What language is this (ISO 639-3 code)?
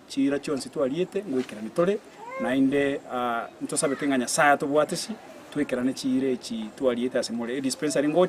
guz